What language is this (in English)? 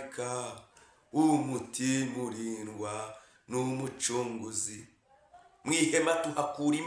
Kinyarwanda